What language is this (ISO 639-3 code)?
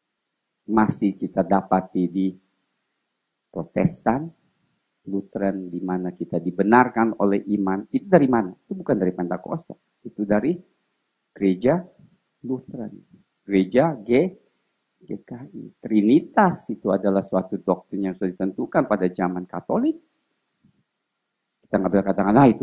ind